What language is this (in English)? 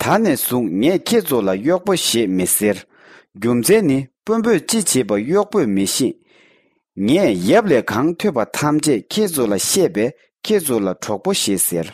Tibetan